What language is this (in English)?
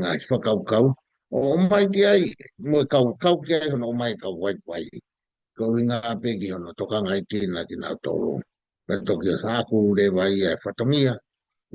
Tongan